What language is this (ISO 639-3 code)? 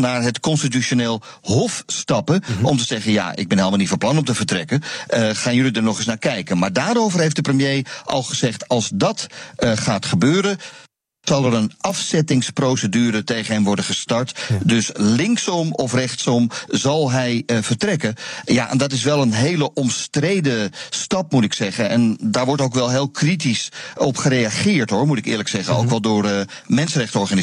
nld